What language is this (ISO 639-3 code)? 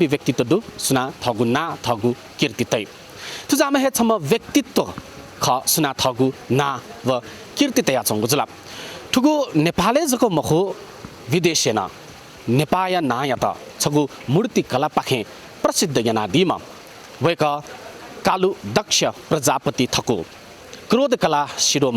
new